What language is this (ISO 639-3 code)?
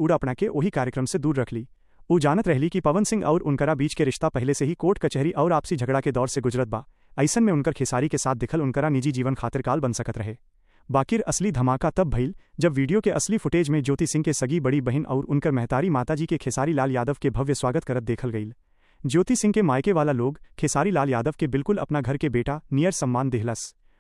bho